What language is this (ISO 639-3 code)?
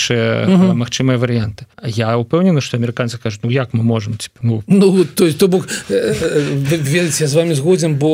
bel